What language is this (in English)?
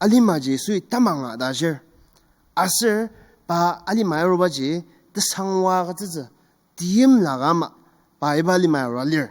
Ao Naga